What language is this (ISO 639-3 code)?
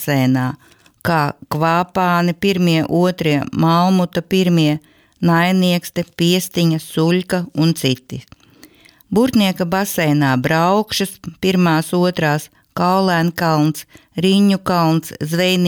lav